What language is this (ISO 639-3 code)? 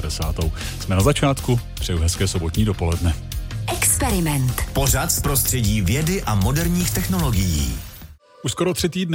ces